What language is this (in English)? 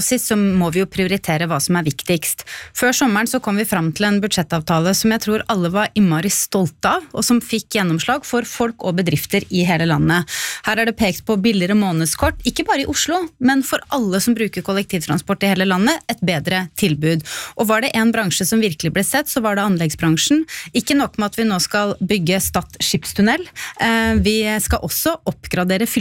Norwegian